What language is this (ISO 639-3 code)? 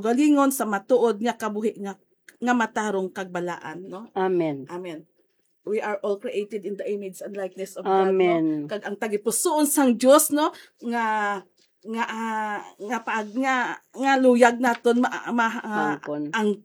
hil